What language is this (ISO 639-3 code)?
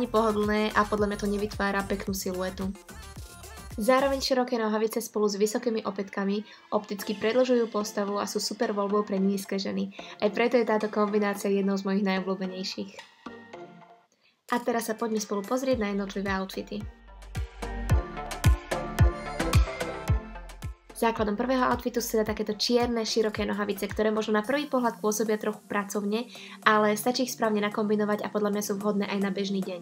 slk